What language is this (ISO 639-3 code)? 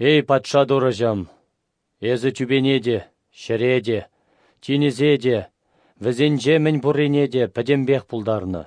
chv